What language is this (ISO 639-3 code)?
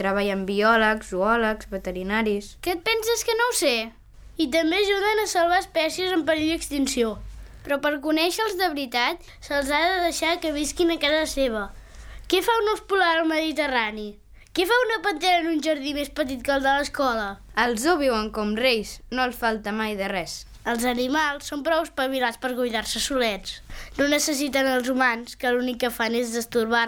cat